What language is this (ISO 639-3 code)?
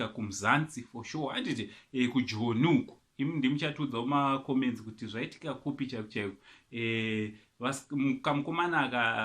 sna